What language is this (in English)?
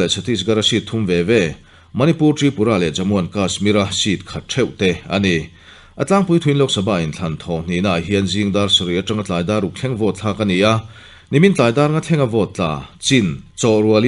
Mizo